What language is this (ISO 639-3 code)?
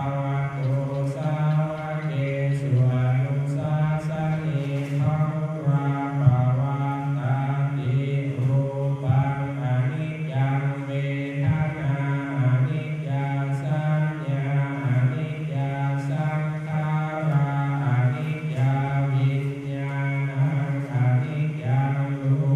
pli